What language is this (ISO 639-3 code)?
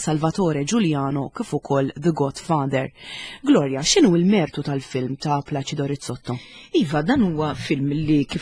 mlt